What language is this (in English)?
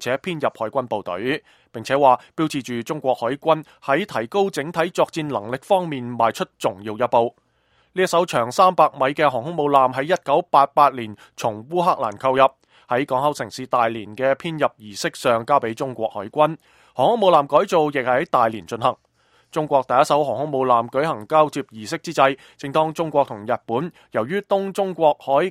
Cantonese